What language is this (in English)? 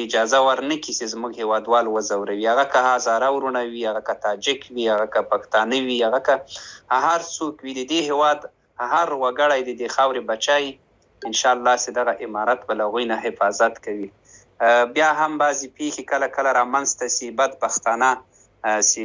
Pashto